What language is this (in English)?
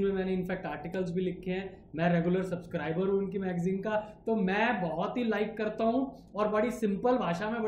Hindi